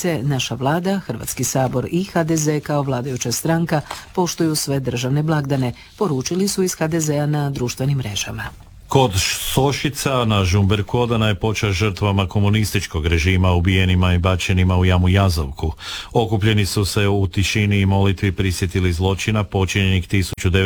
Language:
Croatian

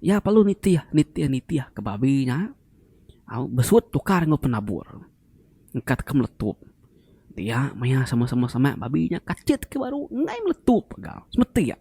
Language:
Iban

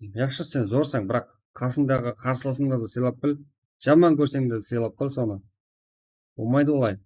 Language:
Kara-Kalpak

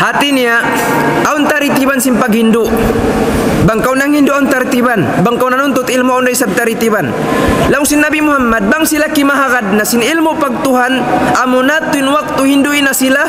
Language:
Tausug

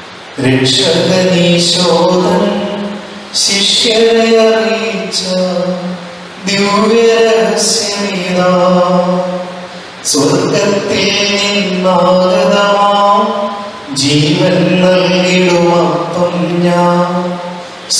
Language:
Malayalam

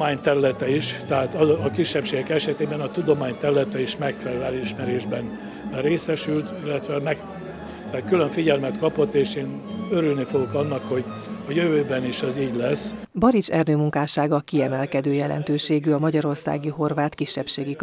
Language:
Hungarian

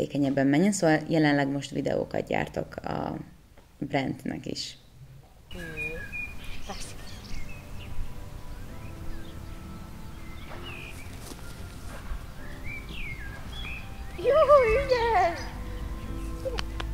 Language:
Hungarian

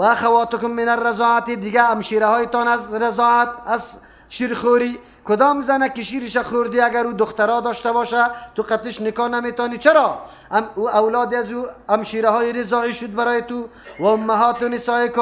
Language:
Persian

